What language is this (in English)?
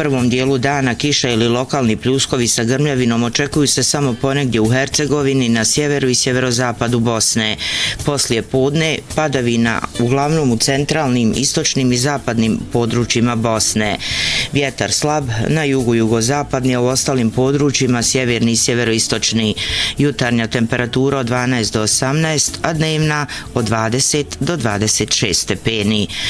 Bosnian